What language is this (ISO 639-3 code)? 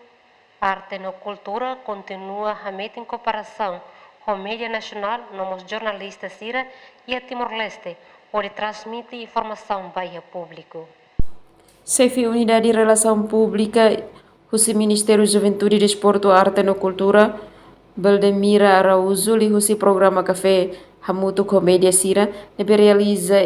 tet